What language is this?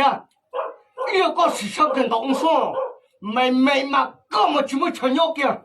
Hmong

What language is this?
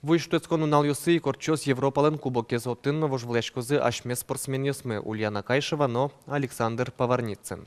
Udmurt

